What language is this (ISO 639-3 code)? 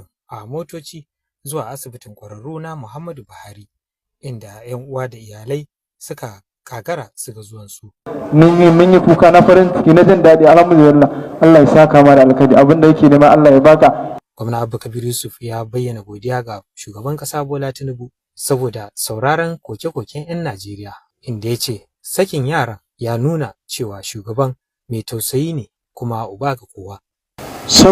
hau